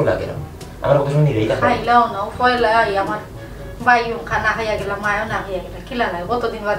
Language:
Sylheti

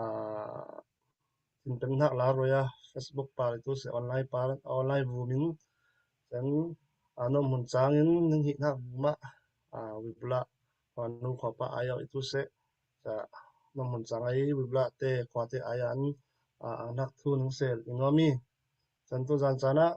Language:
Falam Chin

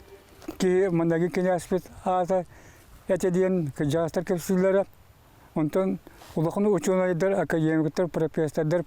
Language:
Yakut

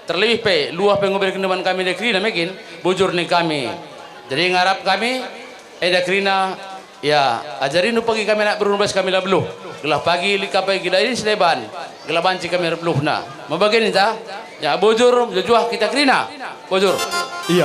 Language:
Batak Karo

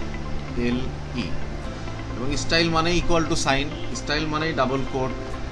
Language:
Bangla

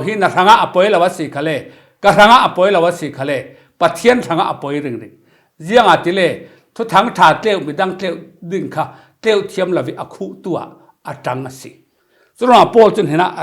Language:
Falam Chin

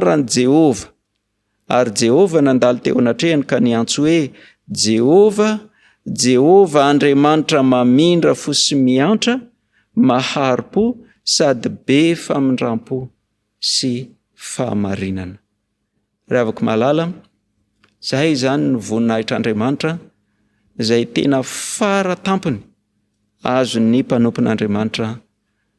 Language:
Malagasy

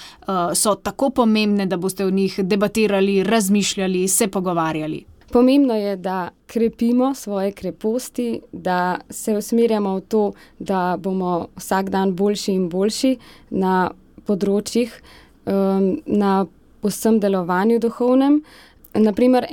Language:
Slovenian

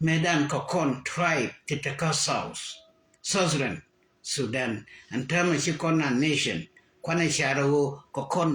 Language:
Nuer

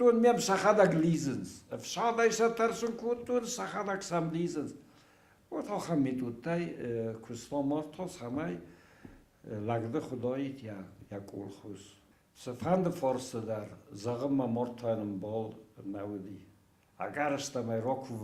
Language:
Ossetic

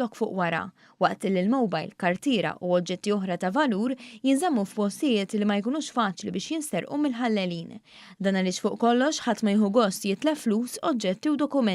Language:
Maltese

